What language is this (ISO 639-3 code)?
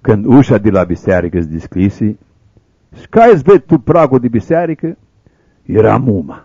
rup